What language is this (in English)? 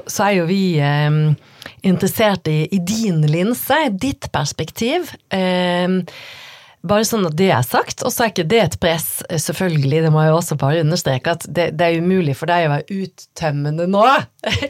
Norwegian